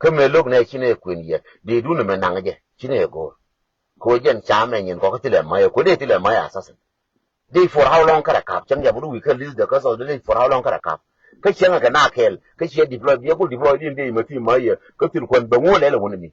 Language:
Nuer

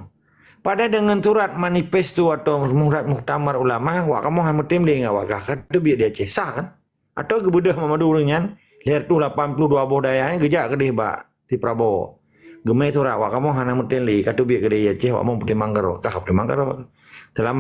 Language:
Achinese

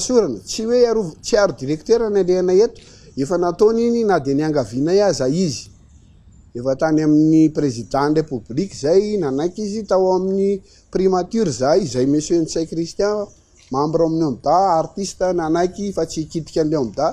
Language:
Malagasy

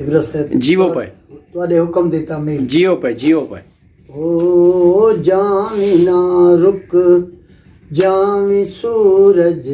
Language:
Saraiki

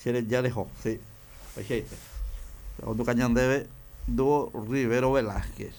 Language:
Guarani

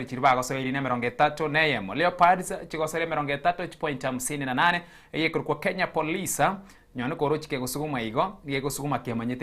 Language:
Gusii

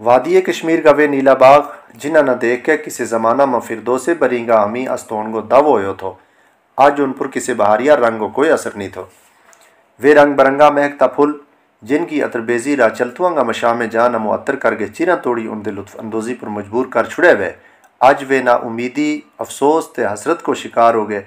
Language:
Gujari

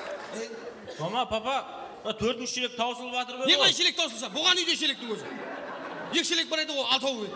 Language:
Kara-Kalpak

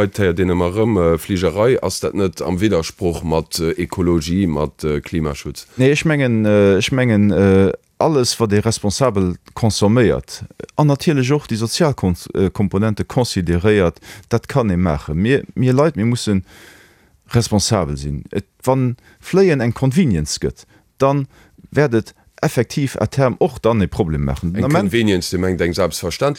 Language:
Luxembourgish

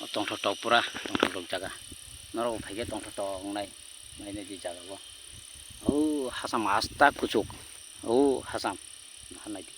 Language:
Kok Borok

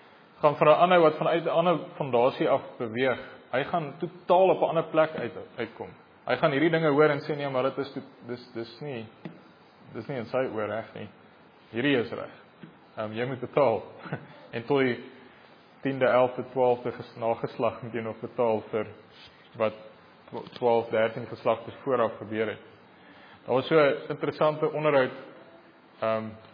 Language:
Afrikaans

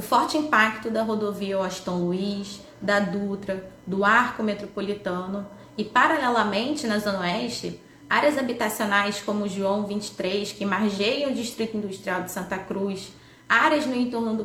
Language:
Portuguese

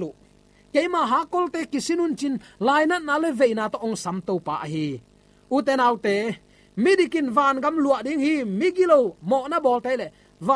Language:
Tedim Chin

